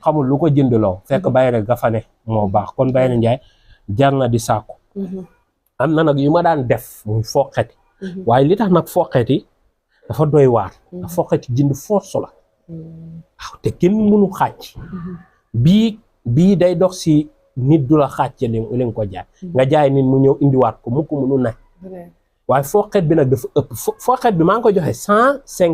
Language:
Wolof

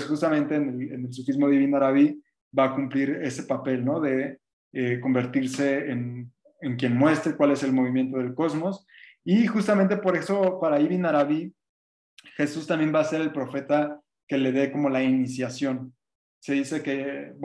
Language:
Spanish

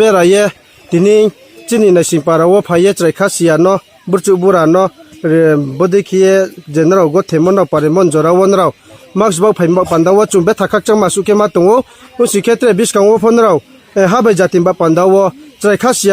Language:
Riang (India)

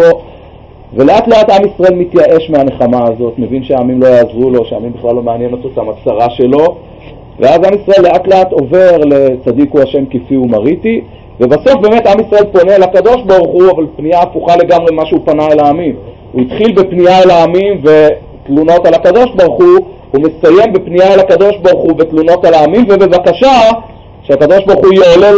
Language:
Hebrew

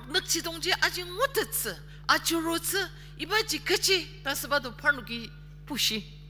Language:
Ao Naga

